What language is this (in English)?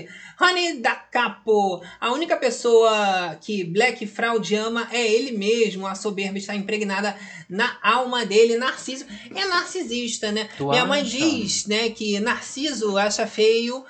Portuguese